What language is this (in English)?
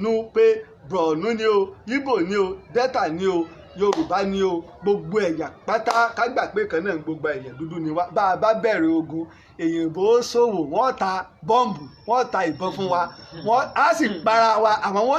Yoruba